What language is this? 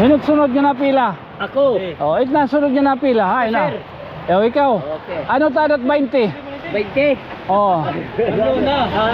Waray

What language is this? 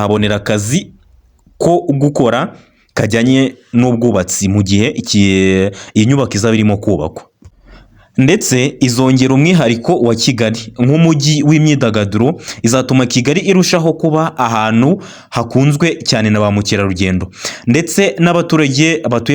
Kinyarwanda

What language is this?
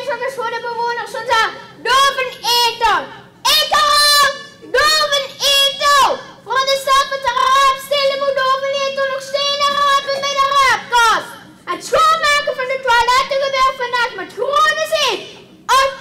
Limburgish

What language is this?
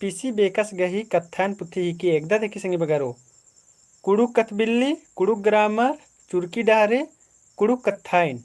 Kurukh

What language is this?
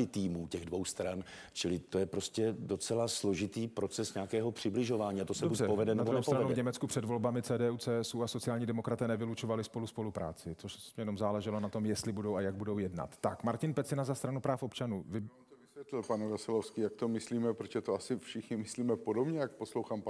Czech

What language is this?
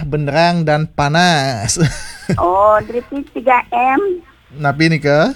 Balinese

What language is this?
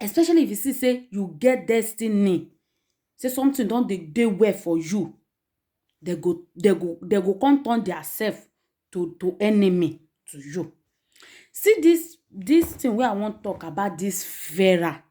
Nigerian Pidgin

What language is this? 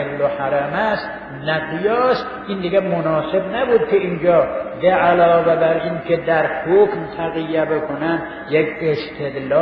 Persian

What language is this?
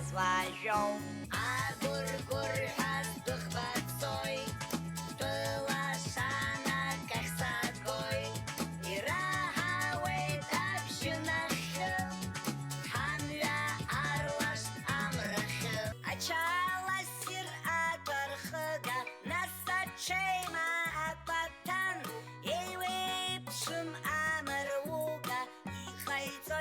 Abkhazian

